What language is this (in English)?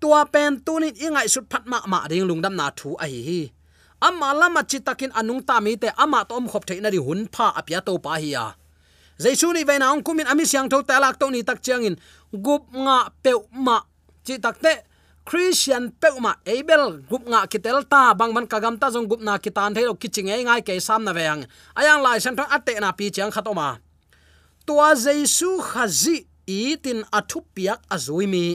Tedim Chin